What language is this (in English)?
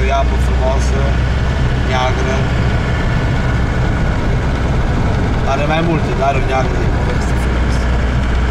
Romanian